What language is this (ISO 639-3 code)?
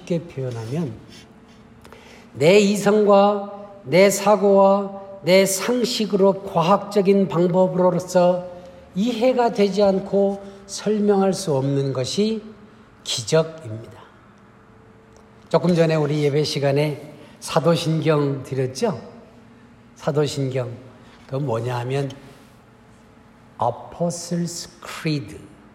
kor